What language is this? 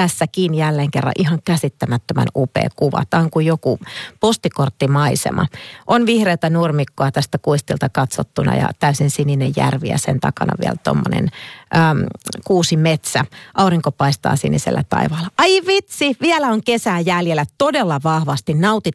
Finnish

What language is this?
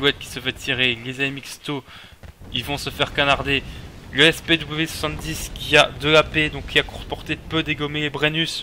French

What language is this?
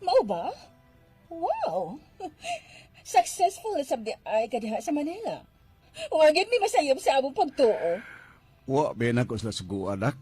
Cebuano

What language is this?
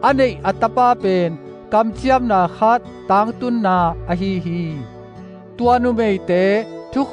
Tedim Chin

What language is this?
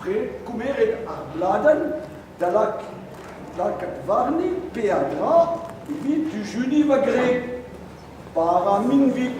Breton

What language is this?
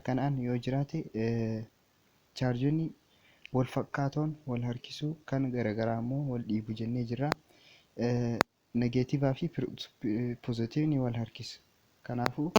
Oromo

